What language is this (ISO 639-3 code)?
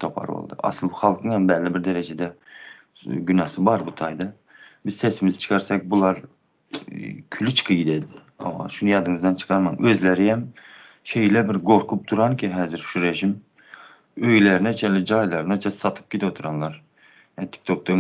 tuk